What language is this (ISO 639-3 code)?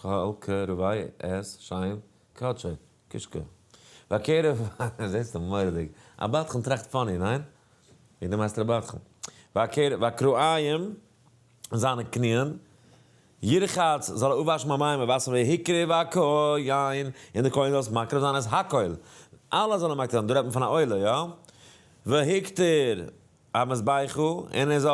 yid